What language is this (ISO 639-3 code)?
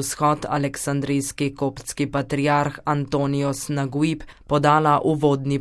slv